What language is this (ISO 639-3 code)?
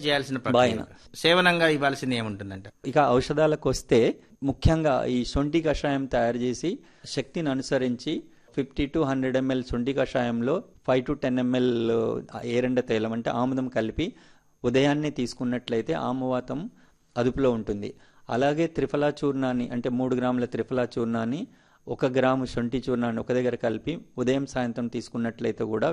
tel